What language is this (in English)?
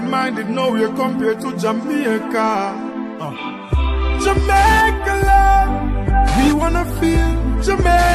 Jamaican Creole English